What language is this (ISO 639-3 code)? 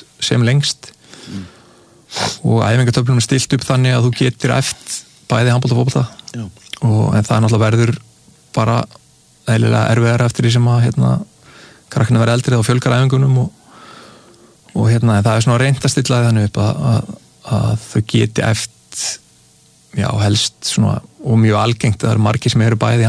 isl